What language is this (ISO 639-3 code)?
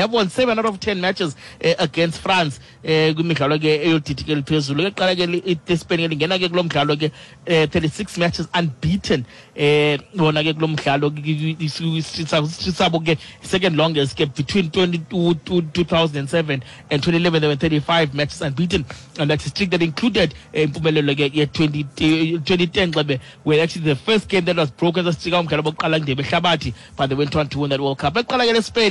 xho